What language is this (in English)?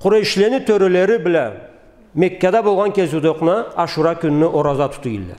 Karachay-Balkar